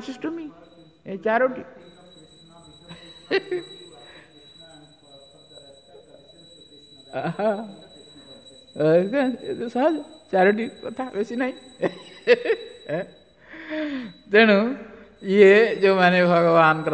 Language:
Odia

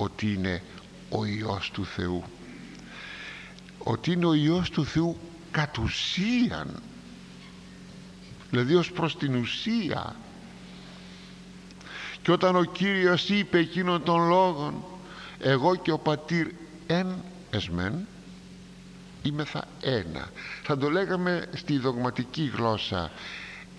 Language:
Greek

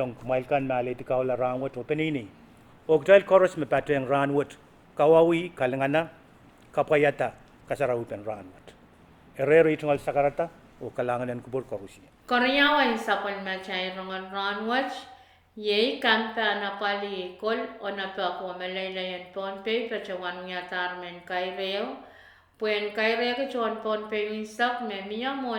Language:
Pohnpeian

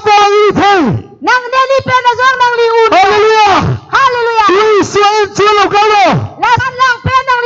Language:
Karbi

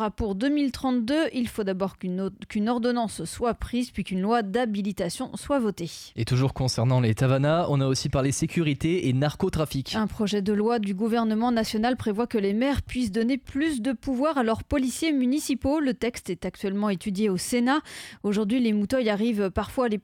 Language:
French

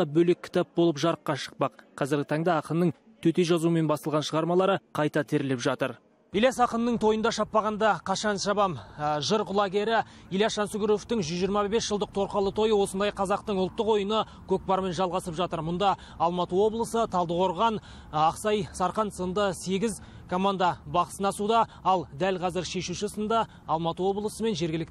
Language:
Kazakh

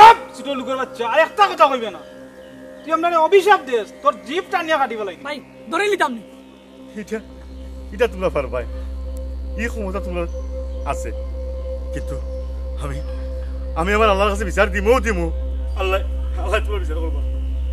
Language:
Sylheti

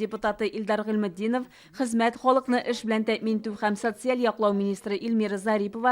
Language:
Tatar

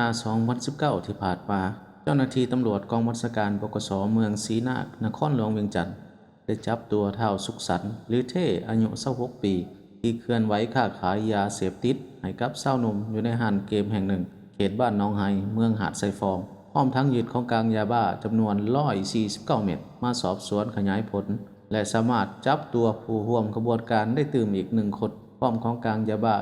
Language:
Lao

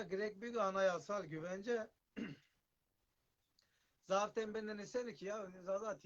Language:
Zaza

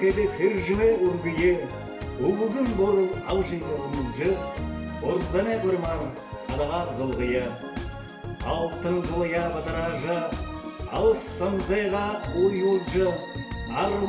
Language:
Buriat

